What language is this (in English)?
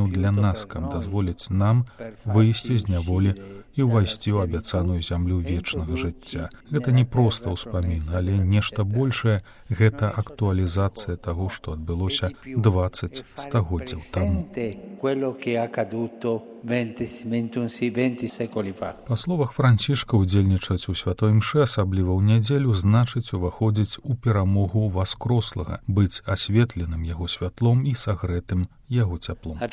Belarusian